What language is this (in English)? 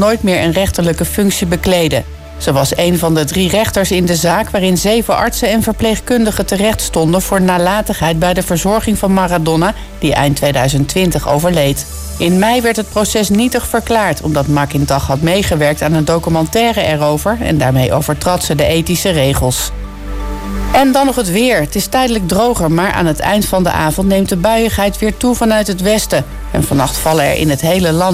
Dutch